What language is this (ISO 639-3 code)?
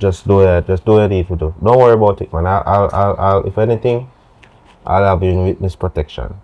jam